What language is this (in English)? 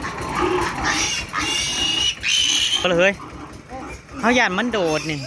Northeastern Thai